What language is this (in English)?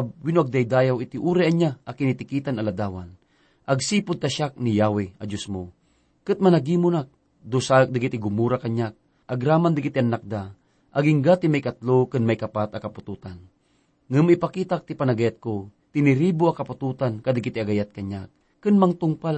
Iloko